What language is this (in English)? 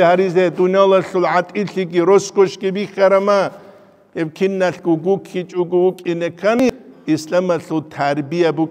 Avaric